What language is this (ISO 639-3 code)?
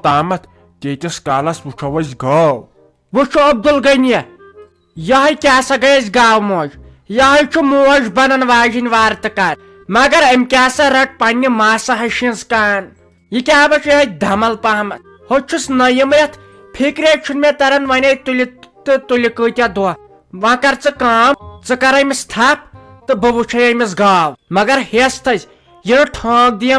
kas